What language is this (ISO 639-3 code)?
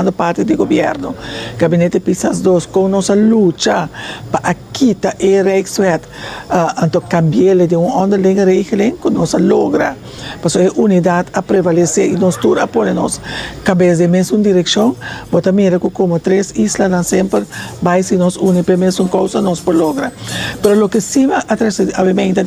pap